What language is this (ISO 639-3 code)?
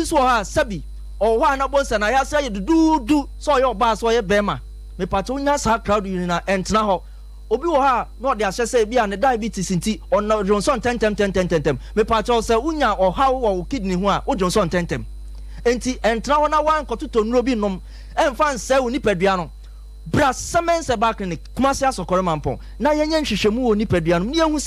aka